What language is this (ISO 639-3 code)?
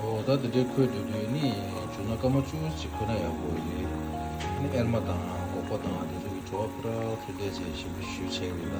bod